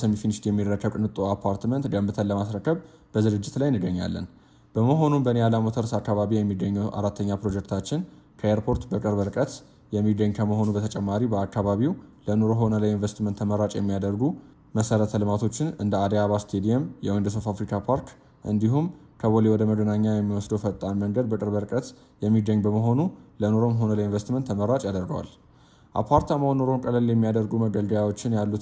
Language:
Amharic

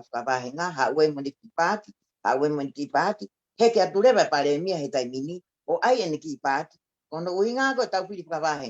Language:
Tongan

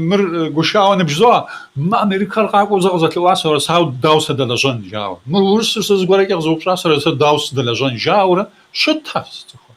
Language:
Kabardian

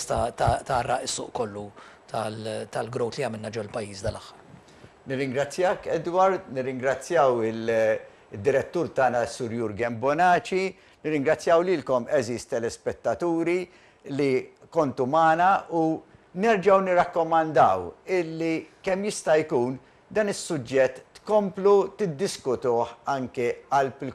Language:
Maltese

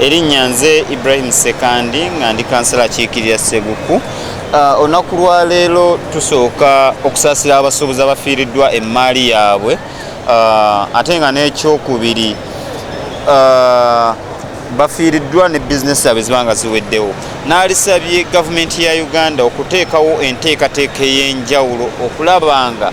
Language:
Ganda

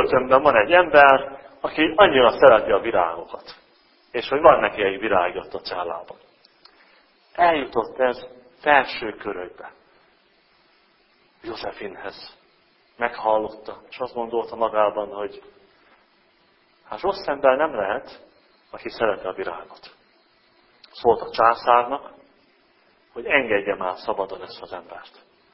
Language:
Hungarian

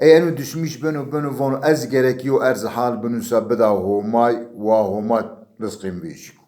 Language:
Zaza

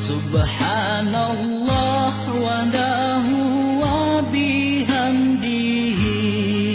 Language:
Achinese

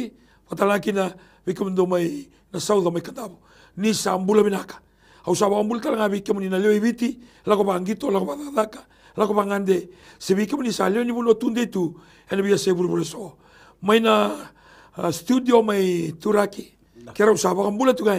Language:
Galician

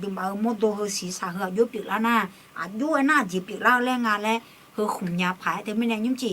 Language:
Akha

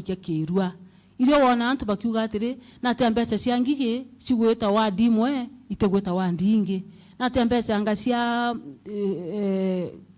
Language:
Meru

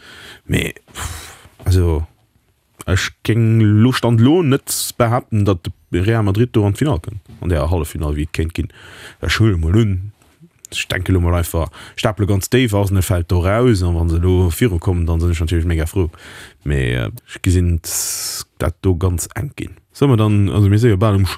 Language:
Luxembourgish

